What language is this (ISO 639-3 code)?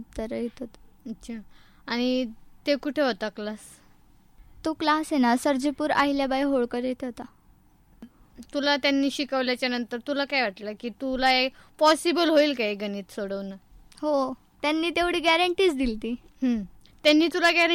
mar